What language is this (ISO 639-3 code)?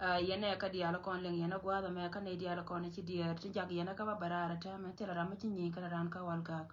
nus